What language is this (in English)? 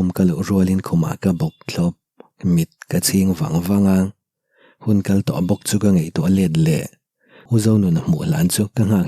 Mizo